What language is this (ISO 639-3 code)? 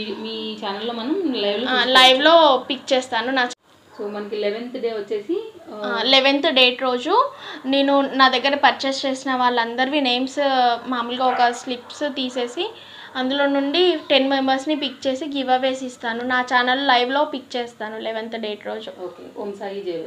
tel